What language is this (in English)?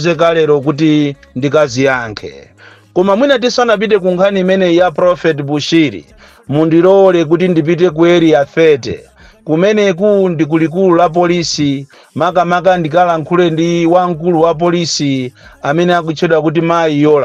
Nyanja